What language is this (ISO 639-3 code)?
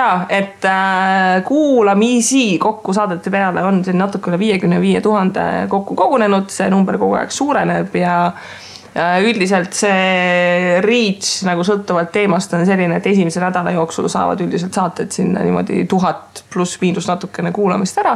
est